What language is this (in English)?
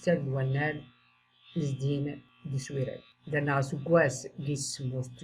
Tachelhit